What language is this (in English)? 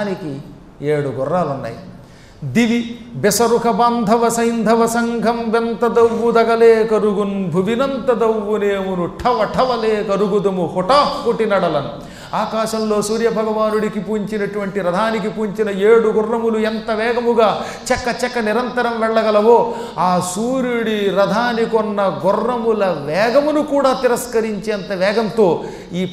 Telugu